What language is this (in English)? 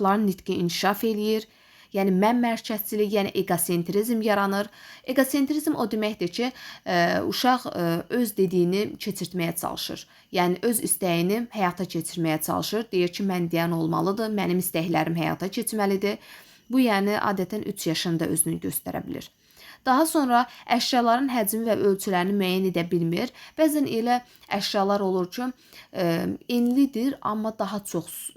Azerbaijani